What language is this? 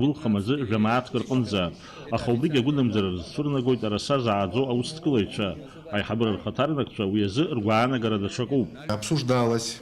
Abkhazian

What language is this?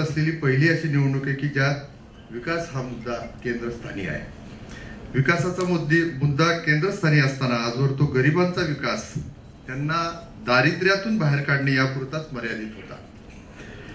Marathi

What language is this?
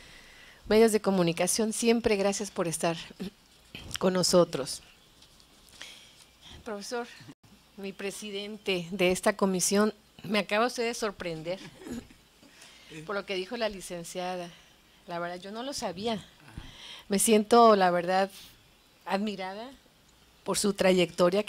Spanish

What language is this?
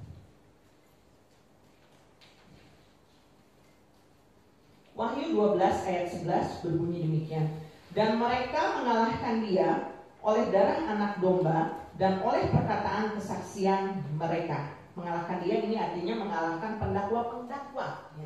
Indonesian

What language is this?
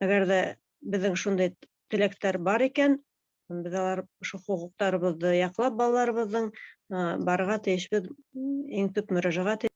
Bashkir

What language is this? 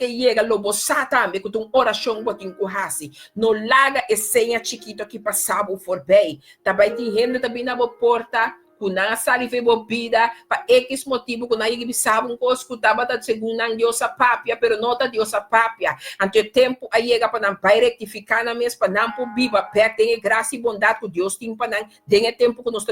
Papiamento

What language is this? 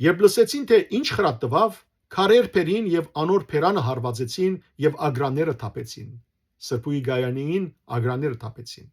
Western Armenian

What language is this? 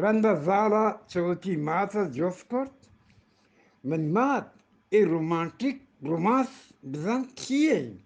Eastern Balochi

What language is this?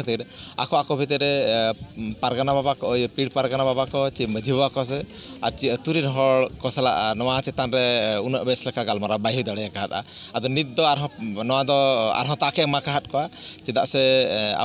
Santali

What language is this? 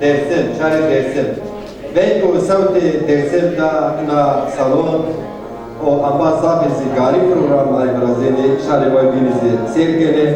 Zaza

